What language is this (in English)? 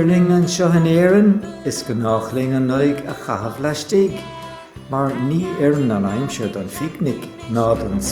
Irish